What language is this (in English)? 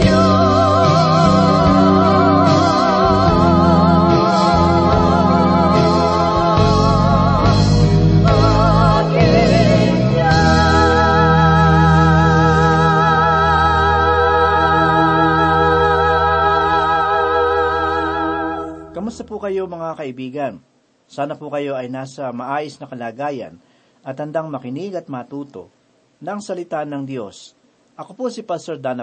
Filipino